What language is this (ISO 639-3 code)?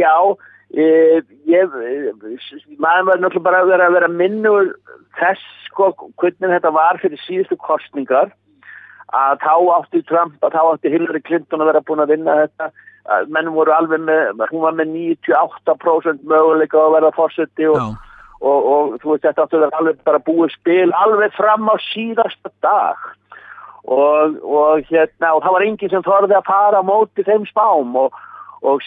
isl